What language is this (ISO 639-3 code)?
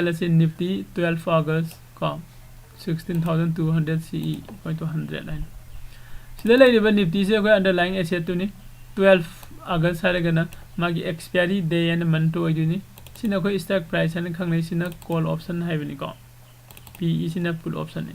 mni